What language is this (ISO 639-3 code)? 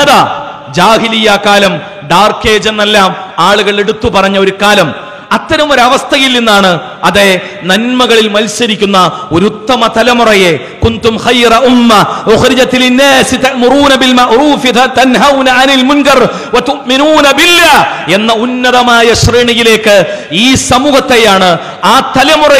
mal